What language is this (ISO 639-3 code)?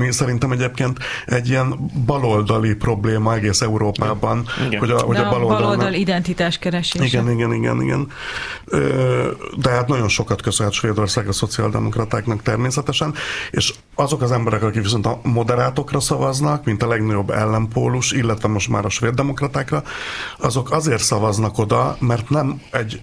hun